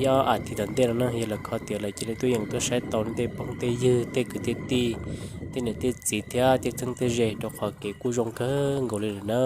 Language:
Hmong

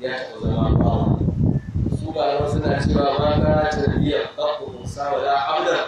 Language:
Hausa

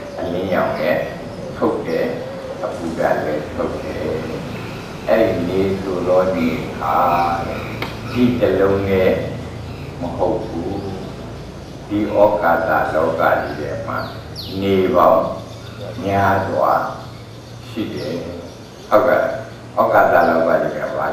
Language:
Burmese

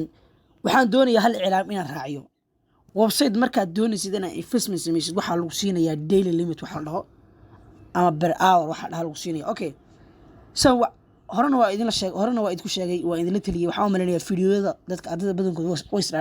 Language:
Somali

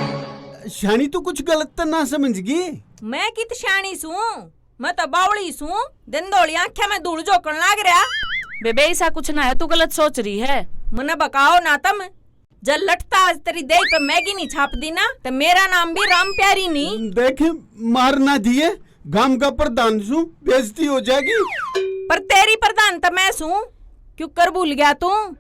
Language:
Haryanvi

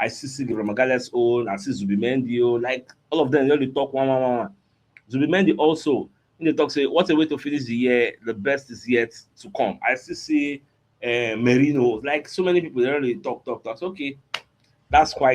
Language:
Nigerian Pidgin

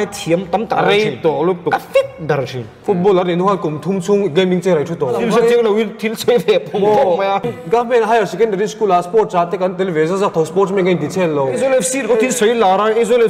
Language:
Mizo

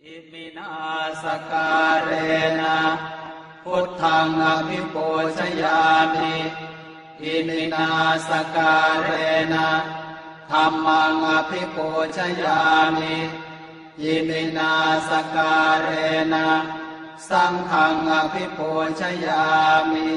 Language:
Pali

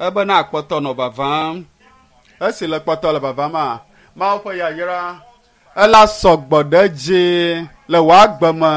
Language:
Ewe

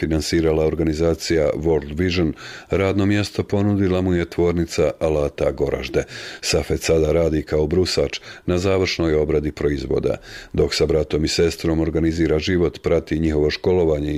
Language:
Bosnian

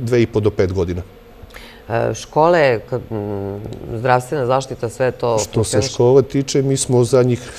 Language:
Serbian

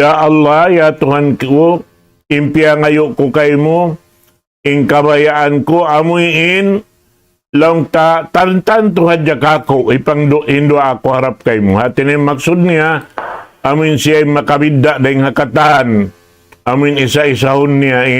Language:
Tausug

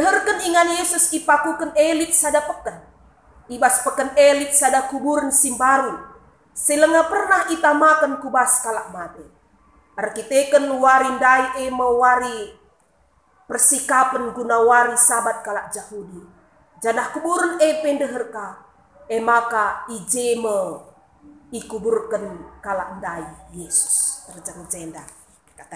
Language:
Batak Karo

